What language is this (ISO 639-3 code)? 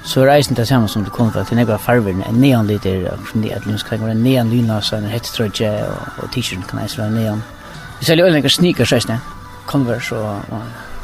fao